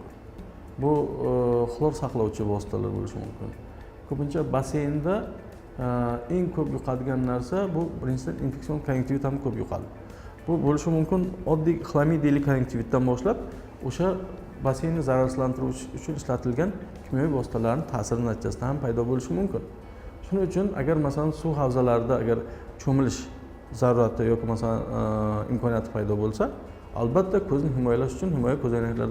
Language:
Uzbek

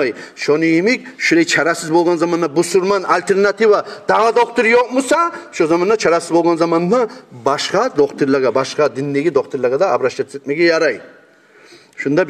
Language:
Kumyk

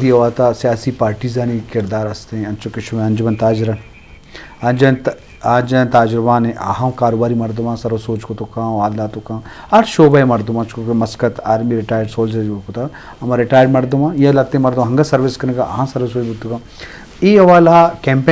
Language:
Eastern Balochi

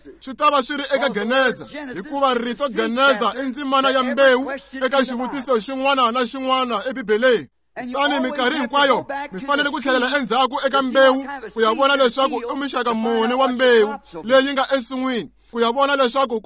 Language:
Tsonga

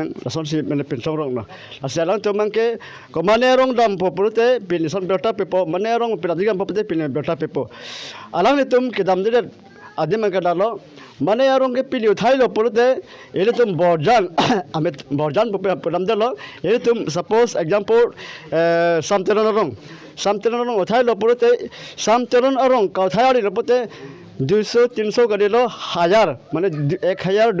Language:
Karbi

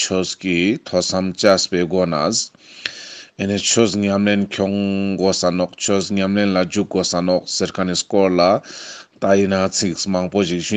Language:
Ladakhi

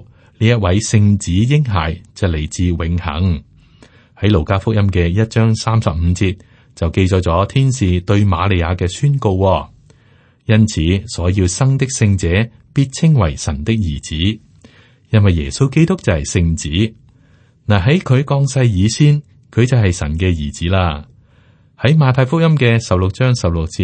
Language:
Cantonese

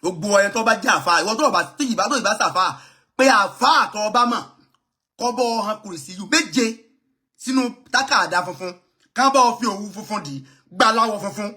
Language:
Yoruba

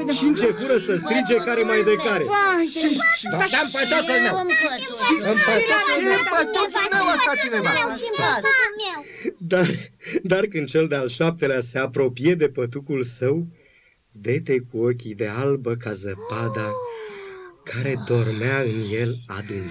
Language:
Romanian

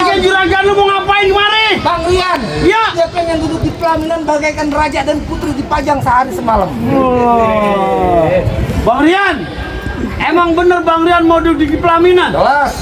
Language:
Betawi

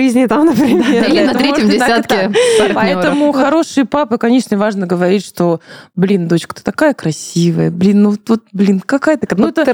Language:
Russian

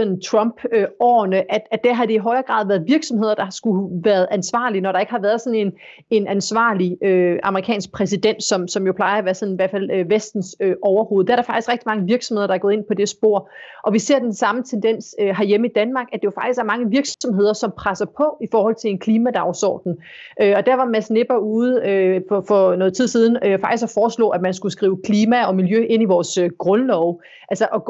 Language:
Danish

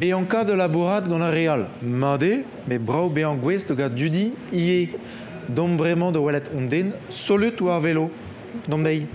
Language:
Breton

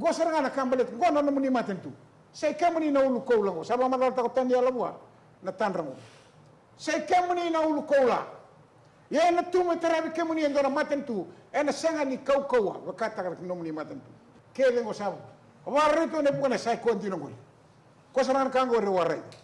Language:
Fijian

